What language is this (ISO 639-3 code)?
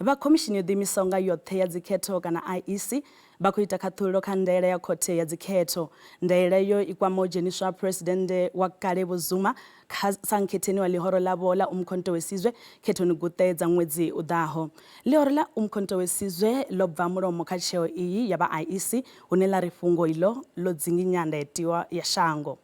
ven